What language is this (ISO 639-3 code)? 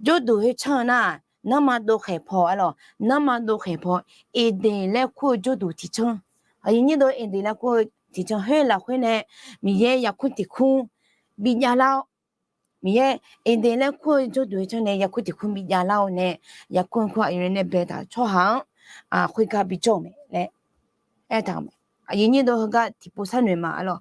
ahk